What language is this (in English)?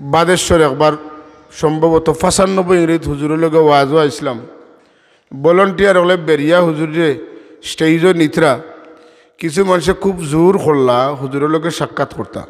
Sylheti